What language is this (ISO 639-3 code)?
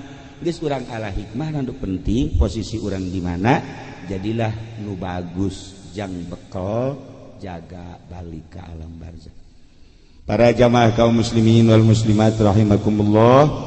sun